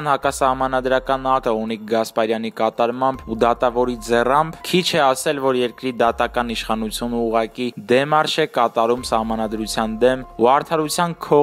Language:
Armenian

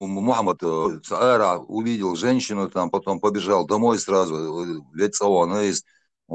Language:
Chechen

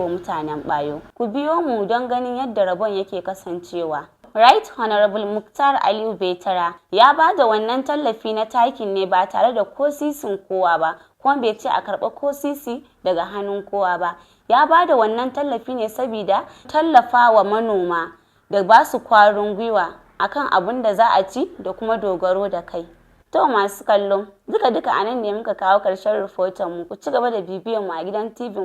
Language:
Hausa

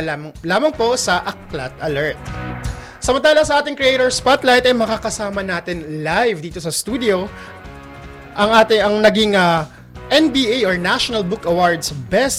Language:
Filipino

